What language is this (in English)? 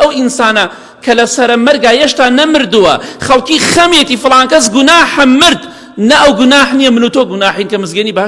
Central Kurdish